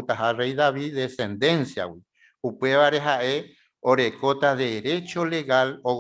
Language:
Guarani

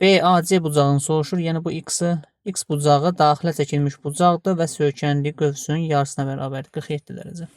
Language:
Azerbaijani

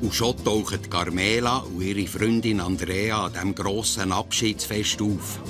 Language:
Swiss German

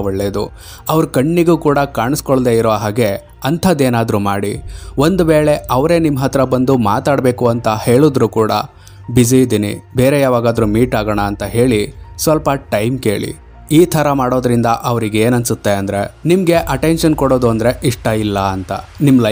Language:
Kannada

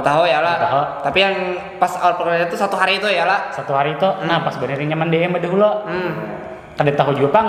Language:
Banjar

